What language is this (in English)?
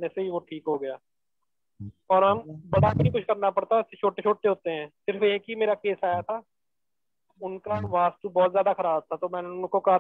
Hindi